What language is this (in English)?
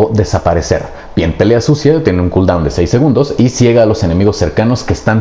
Spanish